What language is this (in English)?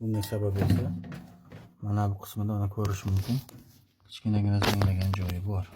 Uzbek